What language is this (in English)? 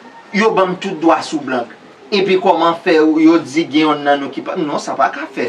Haitian Creole